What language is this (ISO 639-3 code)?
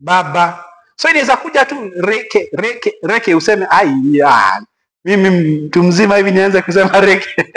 swa